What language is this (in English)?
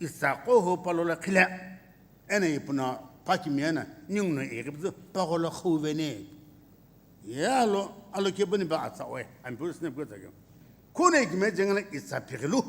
Sumi Naga